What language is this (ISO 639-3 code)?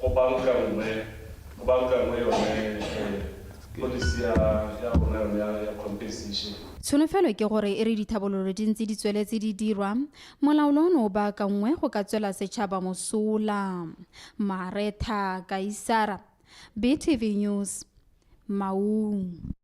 tsn